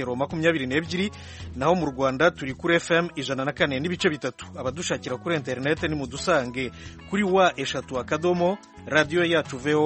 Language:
Kinyarwanda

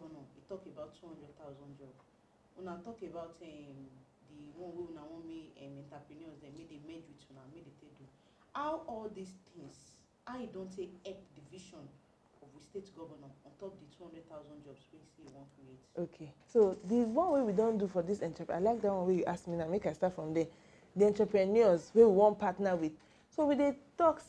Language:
Nigerian Pidgin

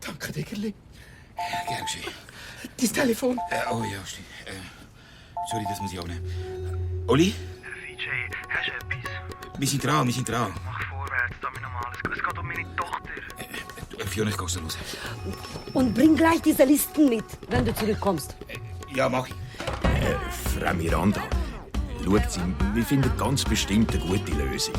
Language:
Swiss German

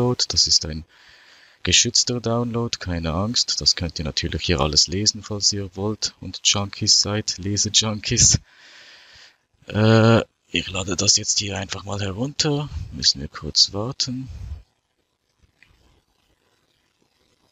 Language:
German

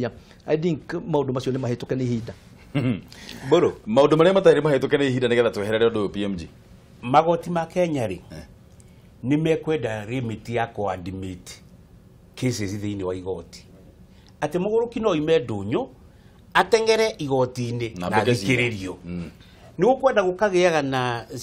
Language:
Kikuyu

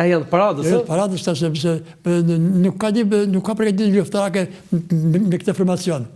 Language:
Albanian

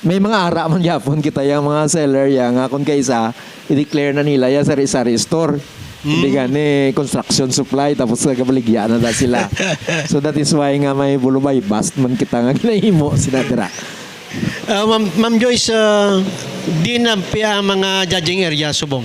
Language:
Hiligaynon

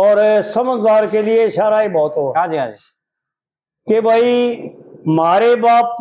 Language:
Haryanvi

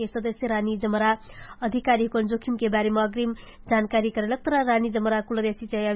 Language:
Dangaura Tharu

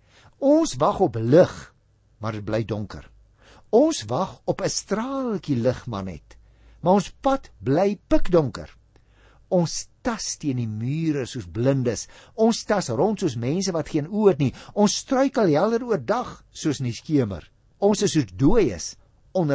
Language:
Afrikaans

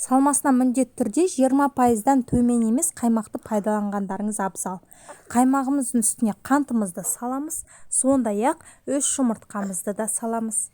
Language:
Kazakh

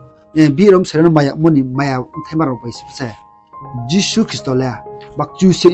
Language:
Riang (India)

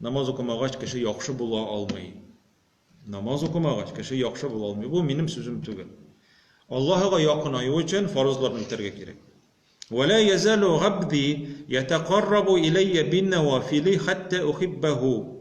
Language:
Tatar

